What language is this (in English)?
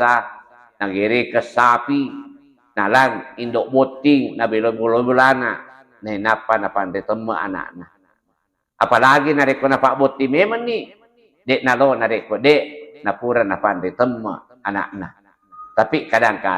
Buginese